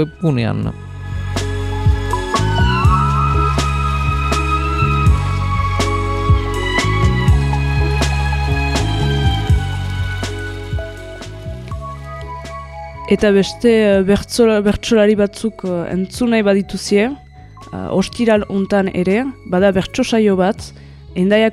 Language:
Basque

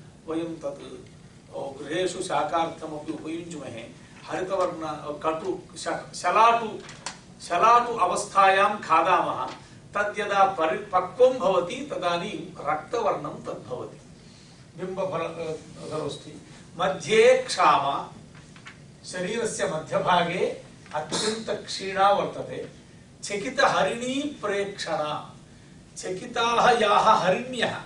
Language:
Sanskrit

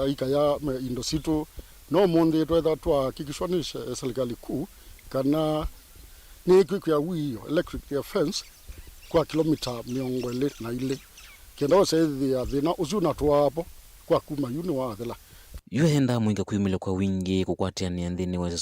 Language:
Kamba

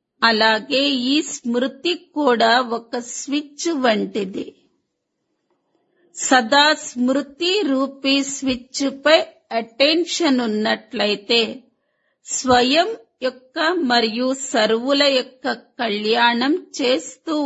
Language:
Telugu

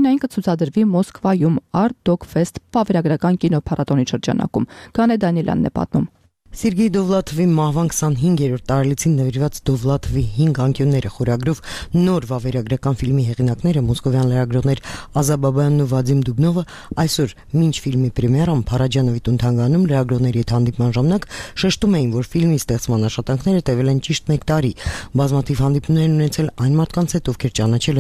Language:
Armenian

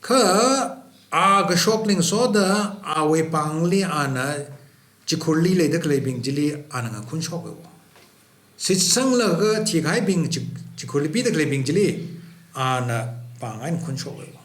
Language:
Tangkhul Naga (India)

